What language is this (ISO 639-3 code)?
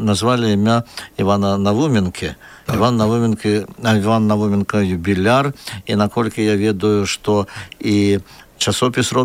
bel